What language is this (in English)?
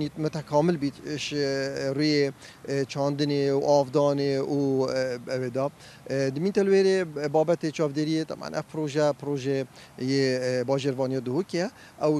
Kurdish